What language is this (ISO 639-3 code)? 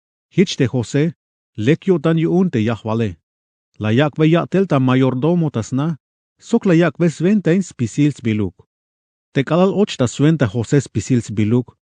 tzh